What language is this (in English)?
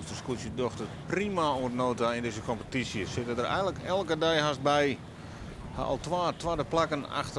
Western Frisian